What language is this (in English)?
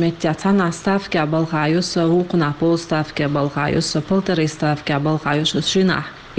Chechen